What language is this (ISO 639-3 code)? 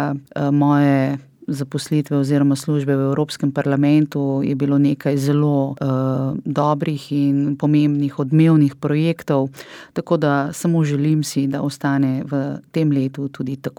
slv